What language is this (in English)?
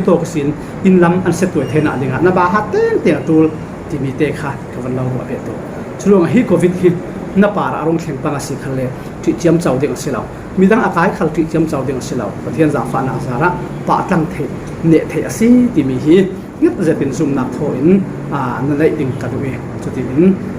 Falam Chin